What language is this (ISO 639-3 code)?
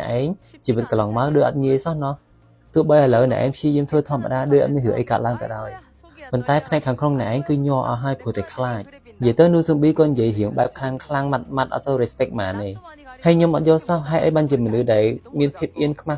khm